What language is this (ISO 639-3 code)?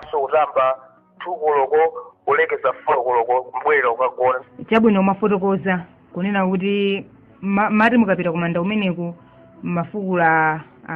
nya